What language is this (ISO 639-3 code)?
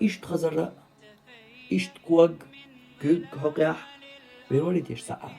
che